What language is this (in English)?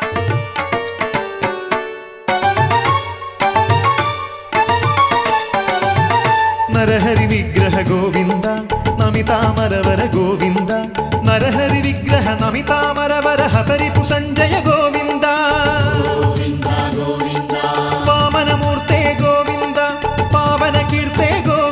Malayalam